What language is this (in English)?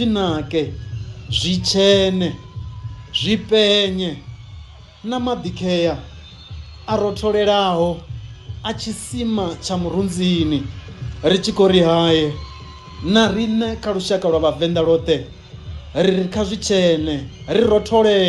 Venda